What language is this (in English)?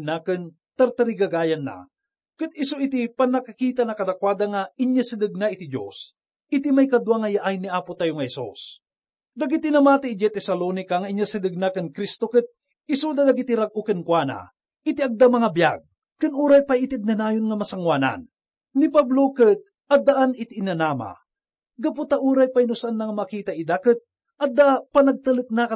Iloko